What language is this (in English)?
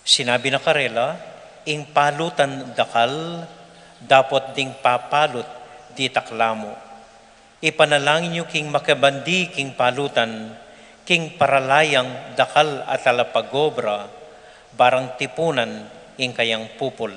Pampanga